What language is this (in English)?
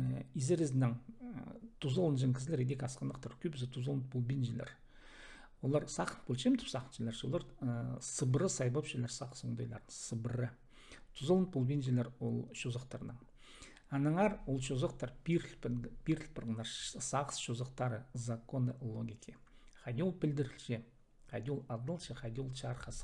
Khakas